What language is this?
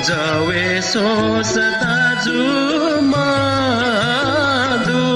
Newari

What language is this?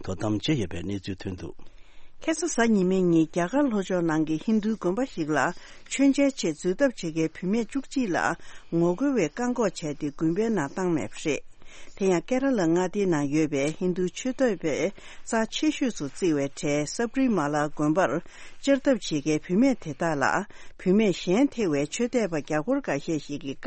Tibetan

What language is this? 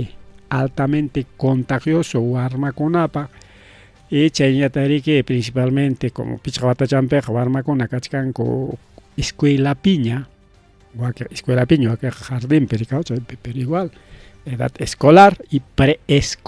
Ayacucho Quechua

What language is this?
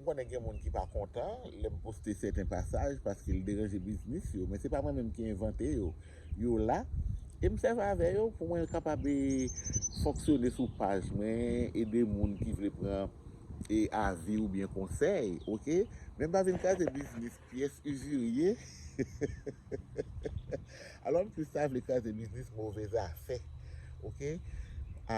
Haitian Creole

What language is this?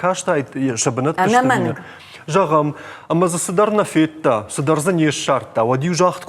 Ossetic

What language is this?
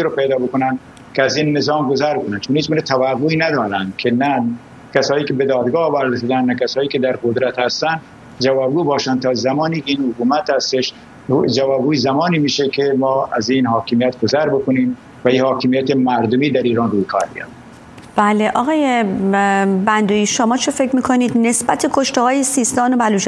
Persian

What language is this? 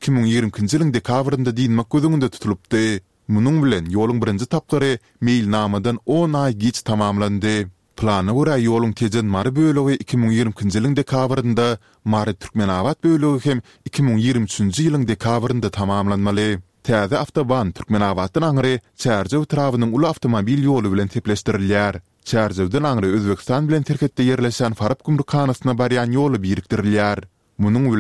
Turkmen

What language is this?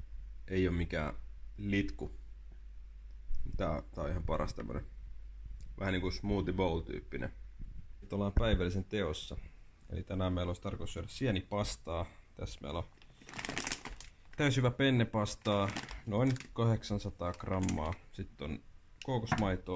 Finnish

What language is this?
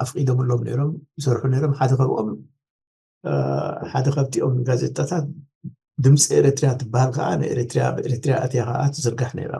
Tigrinya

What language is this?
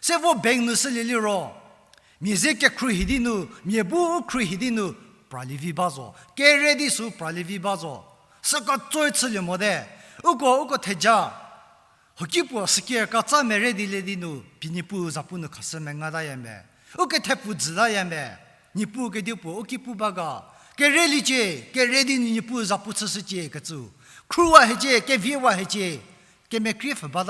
Angami Naga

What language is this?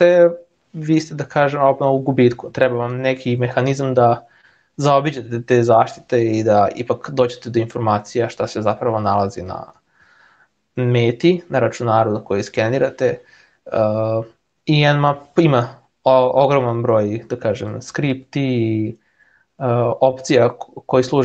Serbian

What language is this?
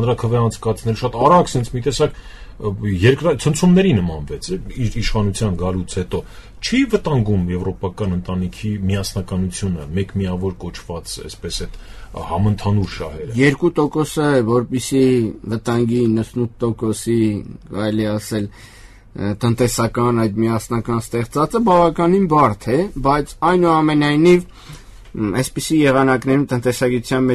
Armenian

